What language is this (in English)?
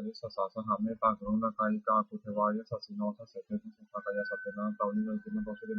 Pali